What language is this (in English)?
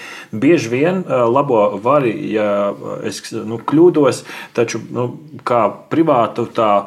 Latvian